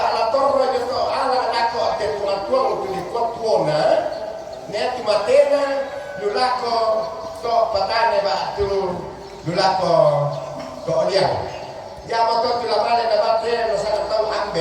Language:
Toraja-Sa'dan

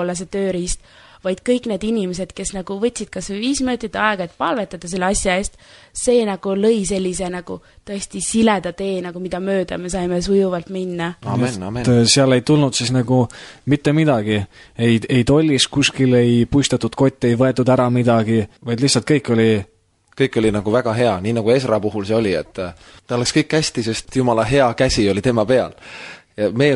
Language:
Estonian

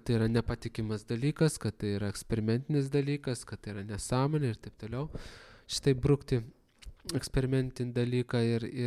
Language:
Lithuanian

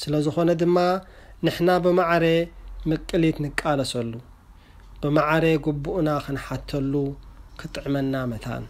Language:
Tigrinya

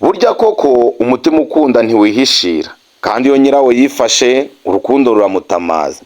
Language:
Kinyarwanda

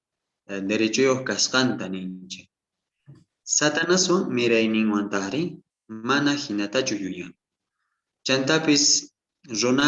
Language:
South Bolivian Quechua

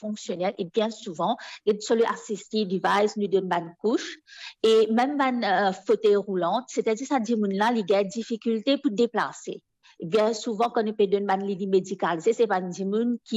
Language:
Morisyen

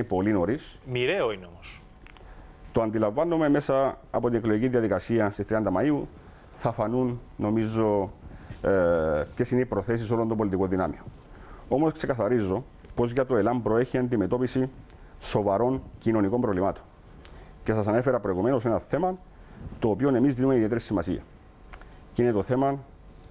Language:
Greek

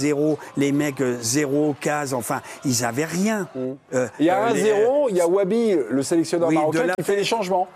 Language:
French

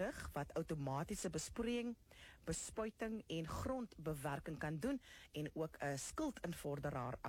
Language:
Afrikaans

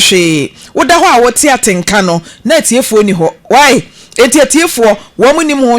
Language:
Akan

